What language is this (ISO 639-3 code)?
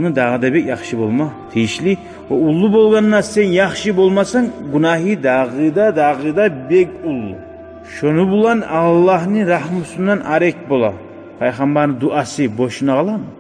kum